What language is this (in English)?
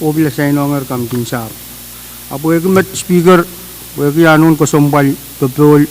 Pohnpeian